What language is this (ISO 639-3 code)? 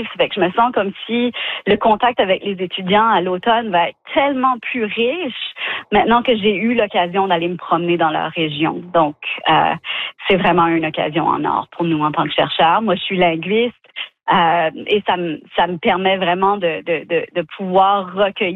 fra